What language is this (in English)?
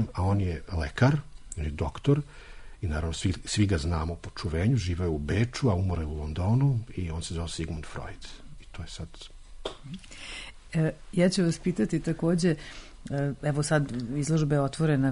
Serbian